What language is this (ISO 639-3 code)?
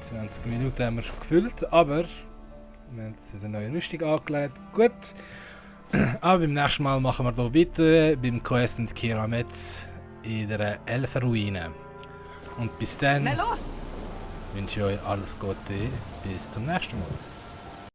gsw